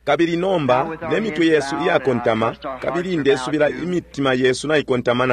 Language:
Bemba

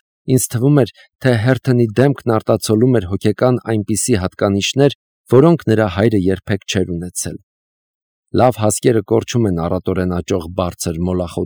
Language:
Armenian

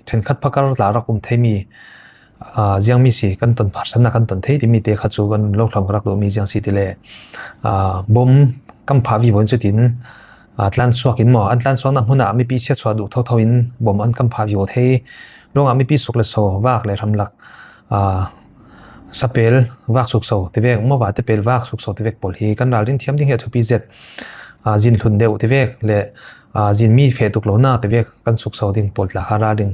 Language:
Falam Chin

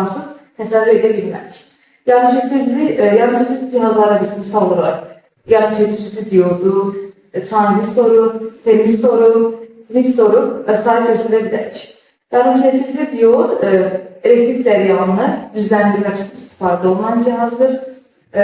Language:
Azerbaijani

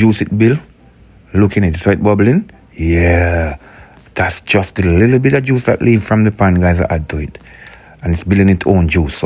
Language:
Jamaican Creole English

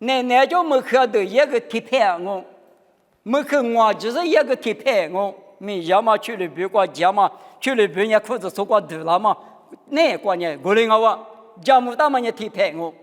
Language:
Lisu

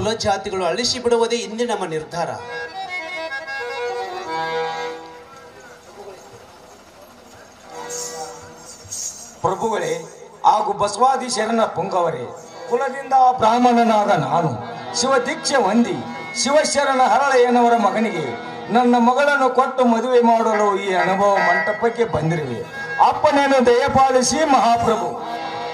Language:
Kannada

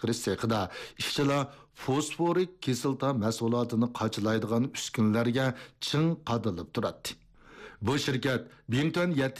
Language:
Uyghur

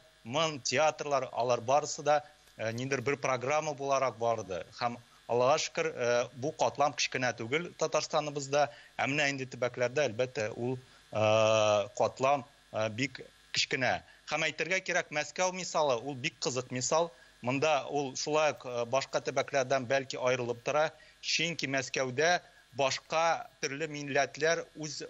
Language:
Tatar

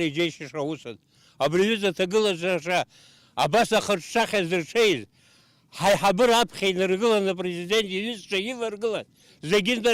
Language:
Abkhazian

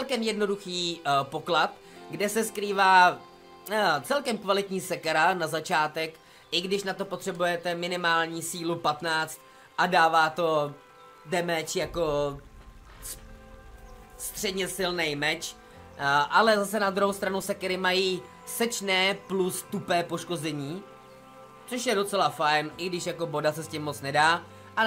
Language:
Czech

